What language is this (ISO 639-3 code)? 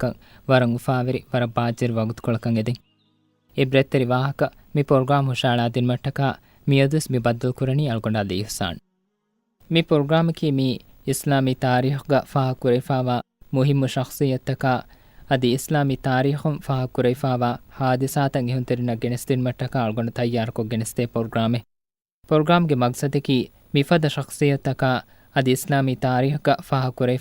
div